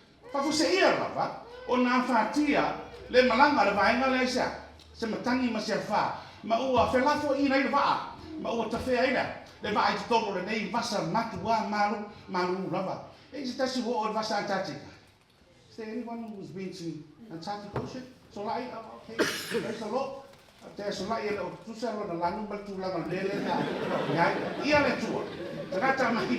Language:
Samoan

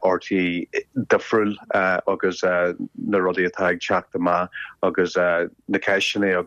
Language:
Irish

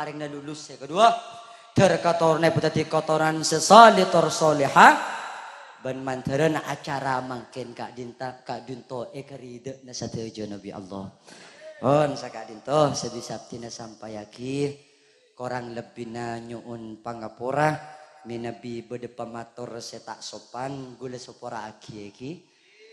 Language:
Madurese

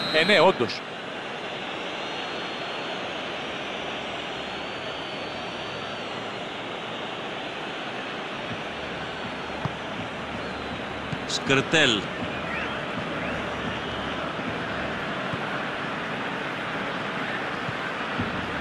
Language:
Greek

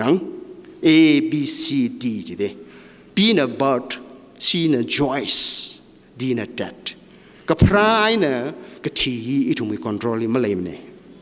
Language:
Tangkhul Naga (India)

